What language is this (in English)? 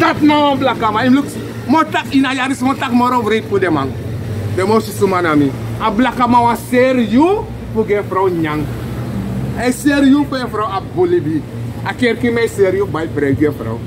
Sranan Tongo